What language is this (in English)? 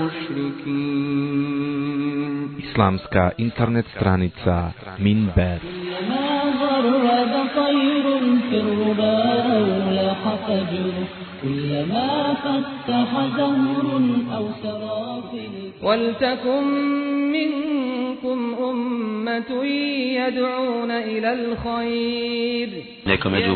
Bosnian